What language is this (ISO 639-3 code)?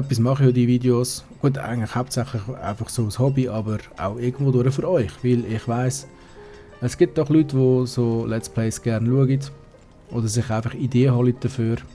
gsw